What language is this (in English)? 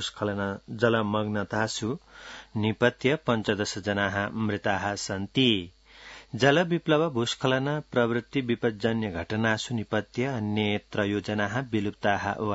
Sanskrit